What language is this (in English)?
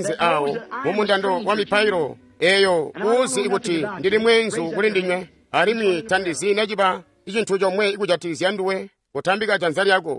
Tonga (Zambia)